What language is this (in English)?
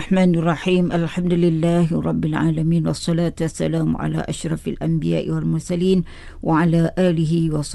Malay